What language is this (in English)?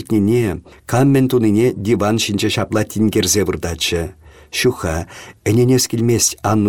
Chuvash